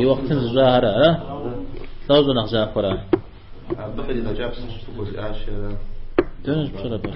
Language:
Kabardian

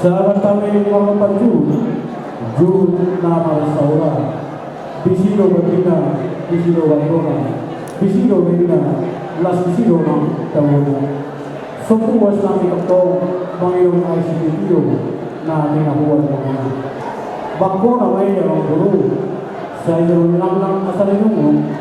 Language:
Batak Toba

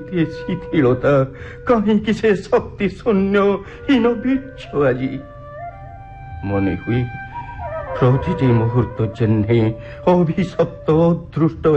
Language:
Odia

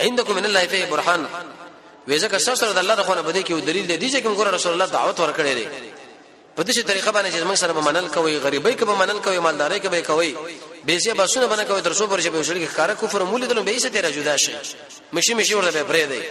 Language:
Pashto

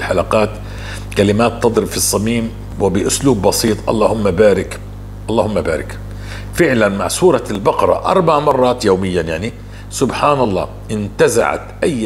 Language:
North Levantine Arabic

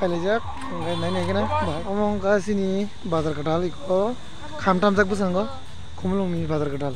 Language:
Kok Borok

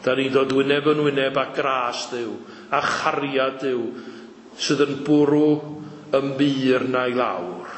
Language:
Welsh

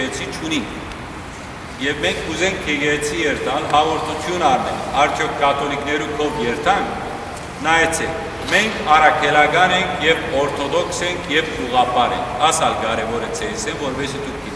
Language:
Western Armenian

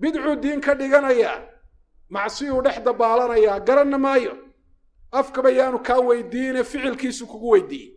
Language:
Somali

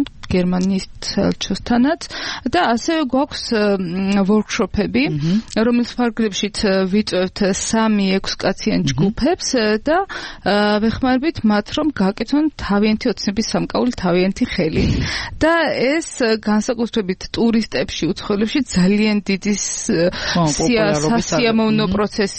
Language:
Georgian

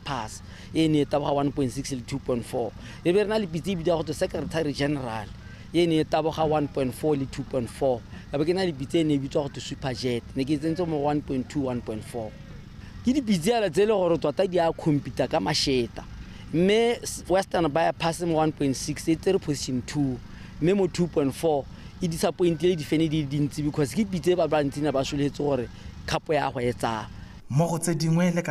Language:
Tswana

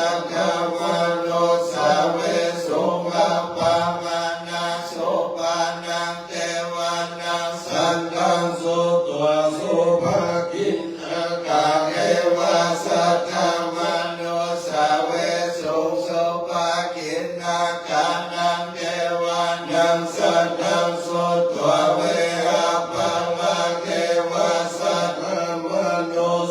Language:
Pali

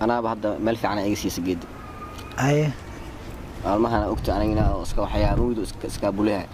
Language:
Somali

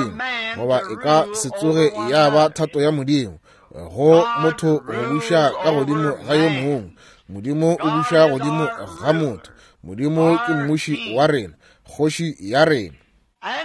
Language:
Northern Sotho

